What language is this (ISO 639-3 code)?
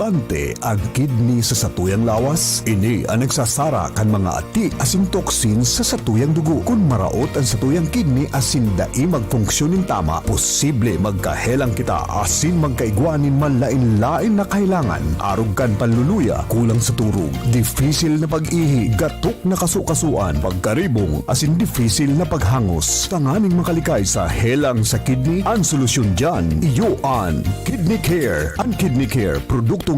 bik